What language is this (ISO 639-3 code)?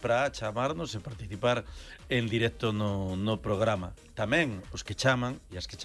glg